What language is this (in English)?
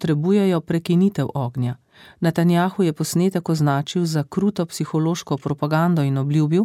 Slovenian